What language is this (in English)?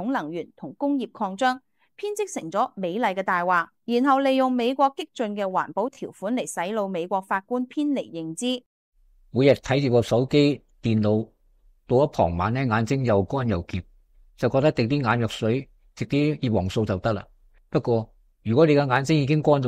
Cantonese